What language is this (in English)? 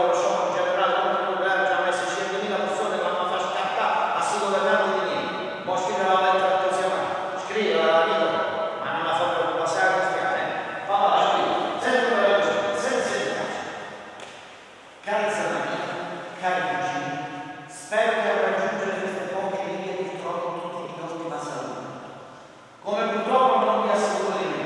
Italian